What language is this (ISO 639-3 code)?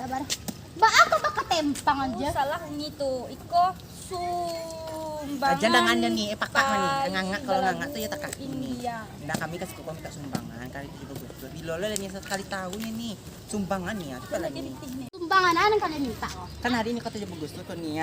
min